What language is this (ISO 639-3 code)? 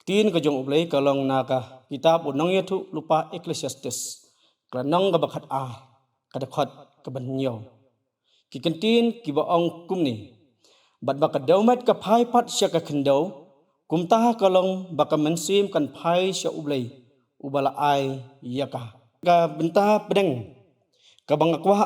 kha